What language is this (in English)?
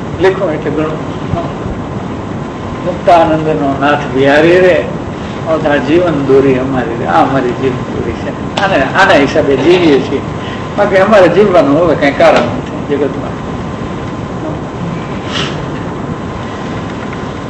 Gujarati